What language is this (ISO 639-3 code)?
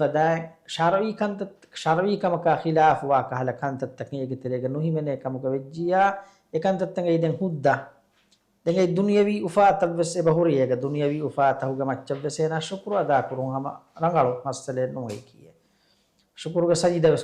div